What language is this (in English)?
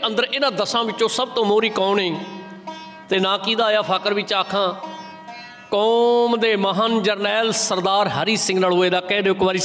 Punjabi